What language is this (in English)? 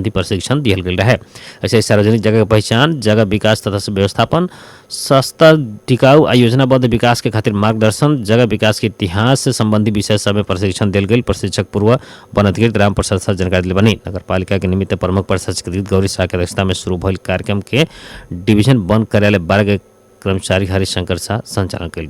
Bhojpuri